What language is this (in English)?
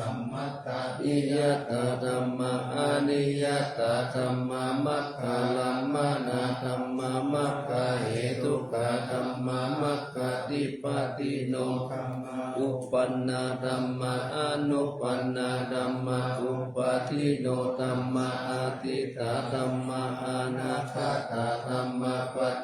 Pali